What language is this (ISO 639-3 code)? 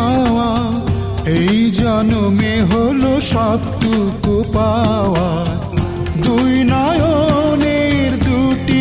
ben